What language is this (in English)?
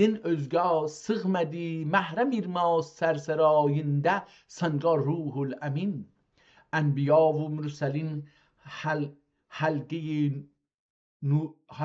South Azerbaijani